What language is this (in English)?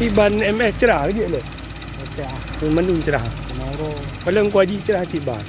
Achinese